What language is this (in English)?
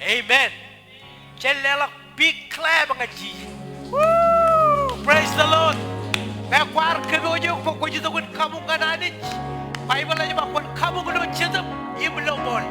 Marshallese